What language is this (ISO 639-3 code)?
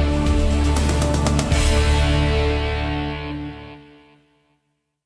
abk